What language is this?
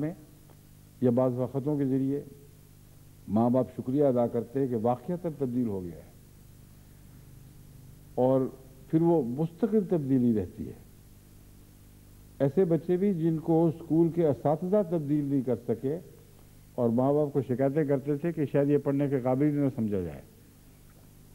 Urdu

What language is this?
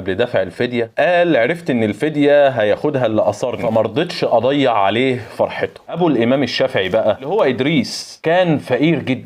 Egyptian Arabic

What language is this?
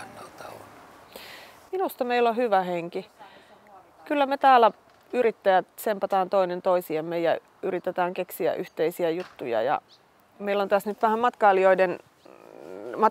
Finnish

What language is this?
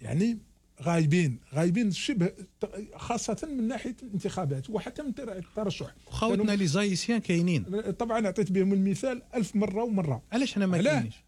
Algerian Arabic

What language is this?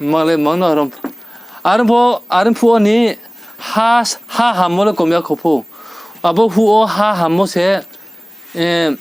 Riang (India)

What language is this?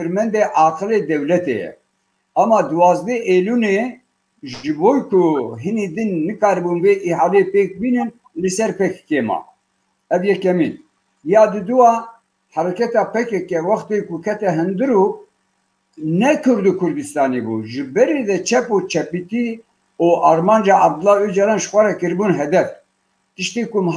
Kurdish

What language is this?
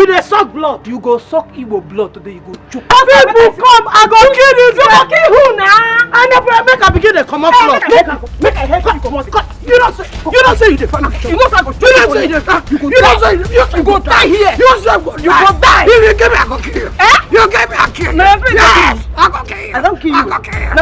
Nigerian Pidgin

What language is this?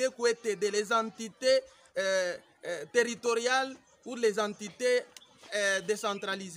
Luba-Lulua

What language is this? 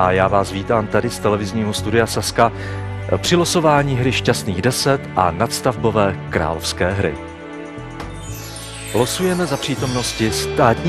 Czech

